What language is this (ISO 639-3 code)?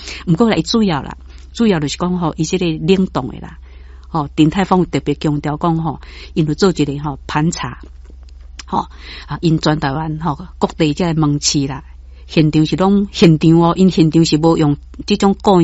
nan